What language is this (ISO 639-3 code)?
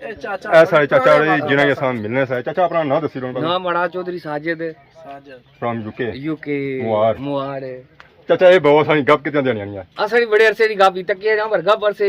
phr